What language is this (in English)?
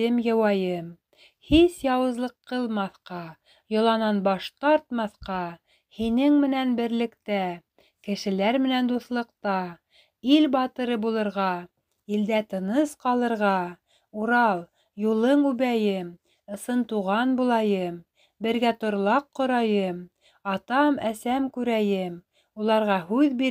Bashkir